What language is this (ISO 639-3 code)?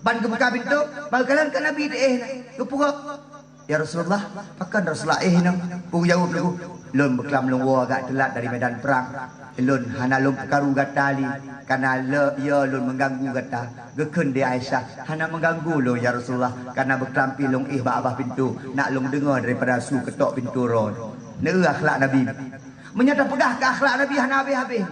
ace